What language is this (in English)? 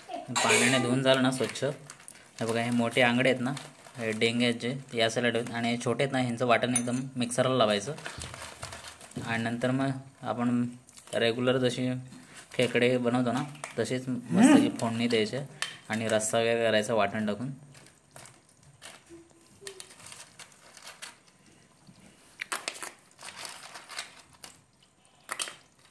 Marathi